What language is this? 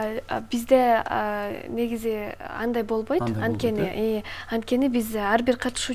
Kyrgyz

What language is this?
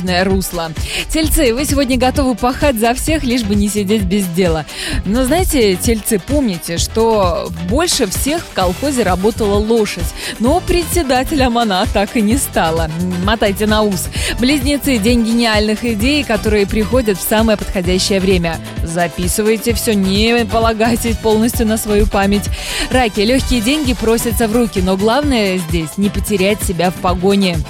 Russian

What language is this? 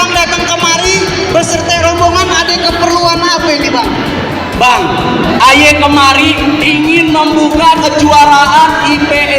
Betawi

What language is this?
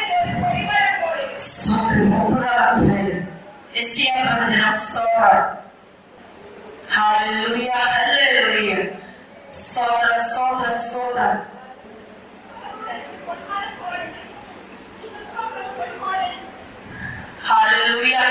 Malayalam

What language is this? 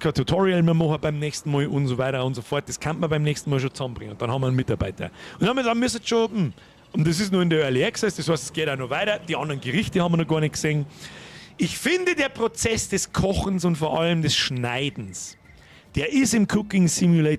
Bavarian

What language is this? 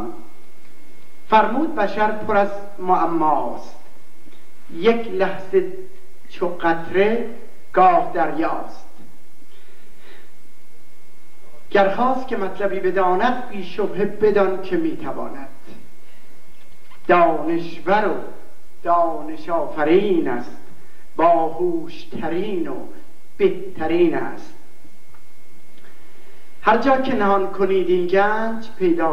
Persian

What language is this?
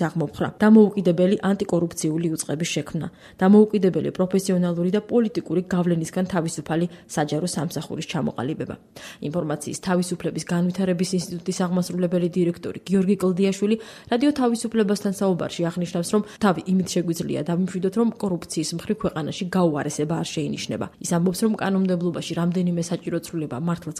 Georgian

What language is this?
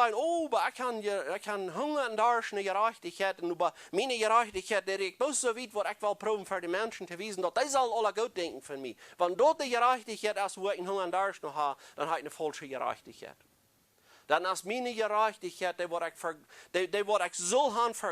Plautdietsch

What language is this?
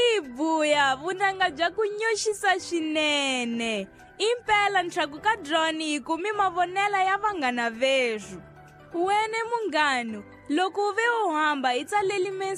Tsonga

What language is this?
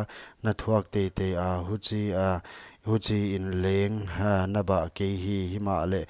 Paite Chin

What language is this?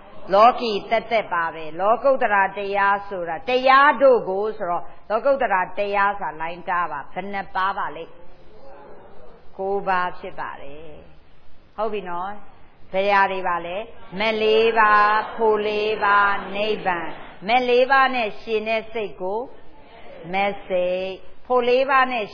Burmese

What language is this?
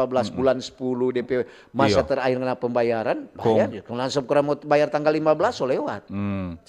Manado Malay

